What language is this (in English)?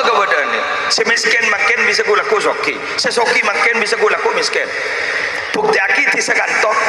Madurese